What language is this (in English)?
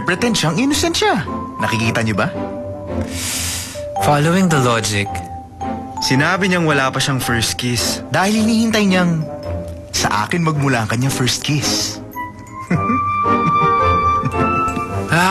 Filipino